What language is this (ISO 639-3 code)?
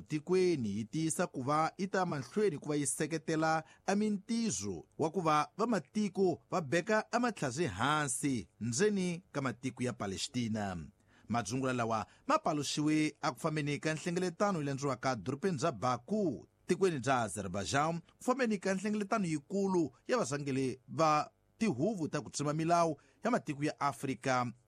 tso